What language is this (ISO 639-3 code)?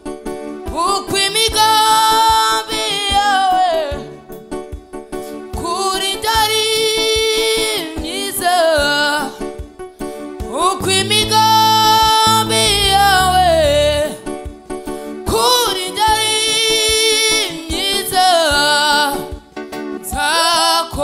kin